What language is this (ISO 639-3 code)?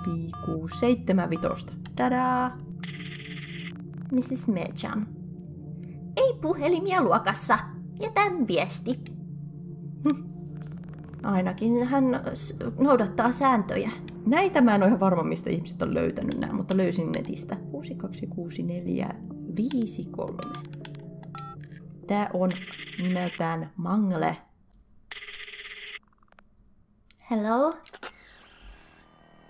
fin